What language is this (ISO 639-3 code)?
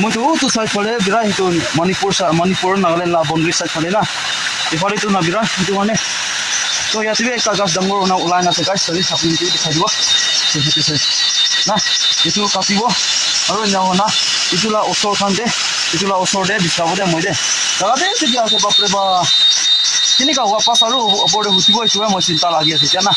nag